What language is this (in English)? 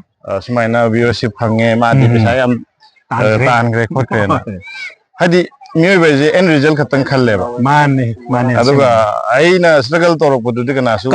Manipuri